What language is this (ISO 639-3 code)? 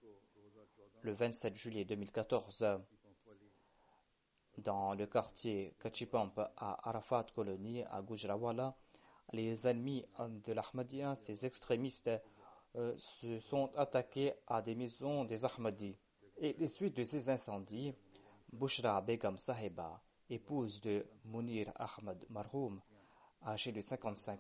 fra